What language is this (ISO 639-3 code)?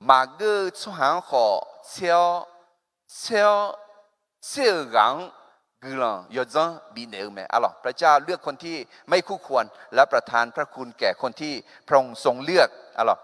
ahk